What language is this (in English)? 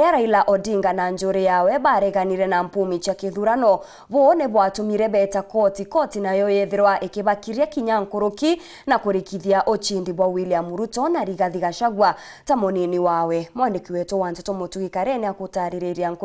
Meru